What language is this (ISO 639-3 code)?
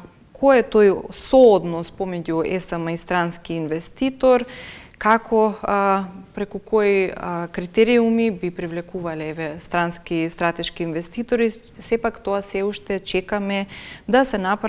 mkd